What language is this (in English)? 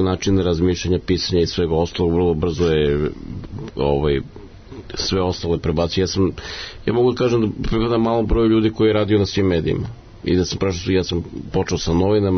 Serbian